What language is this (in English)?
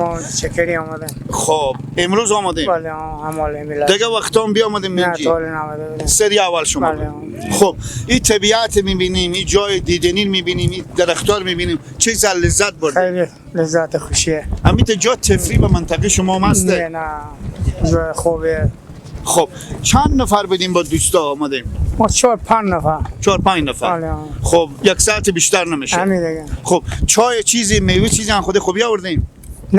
Persian